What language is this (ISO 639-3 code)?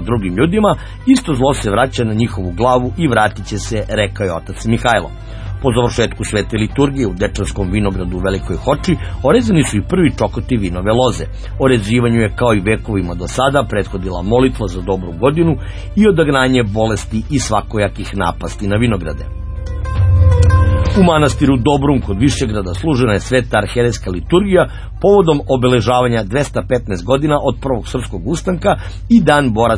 srp